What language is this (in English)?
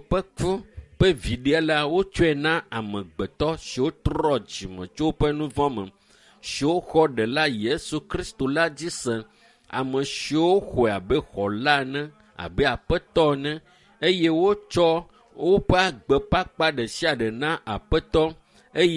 Ewe